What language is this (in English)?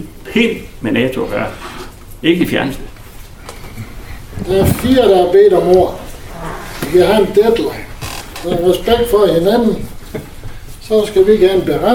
Danish